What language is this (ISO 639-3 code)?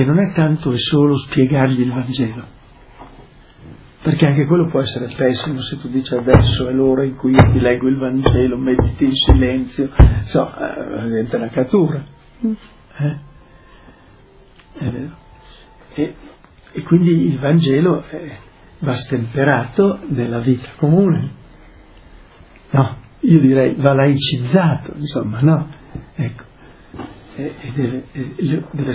ita